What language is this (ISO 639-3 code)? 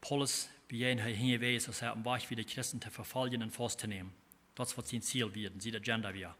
pdt